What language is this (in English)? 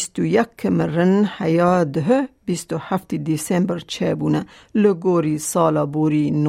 Kurdish